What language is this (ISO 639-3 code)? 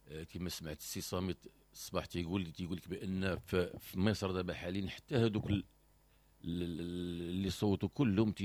ary